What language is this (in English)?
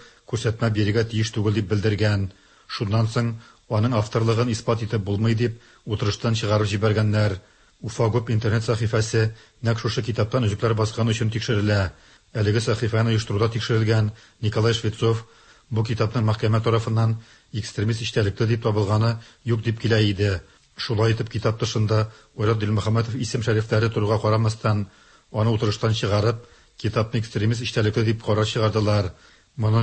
Tatar